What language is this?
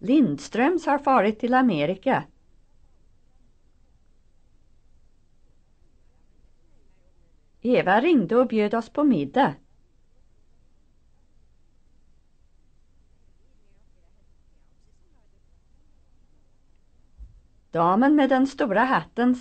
Swedish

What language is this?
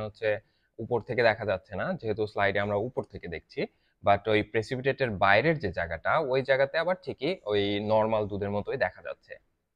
Bangla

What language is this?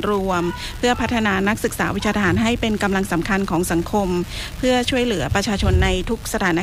Thai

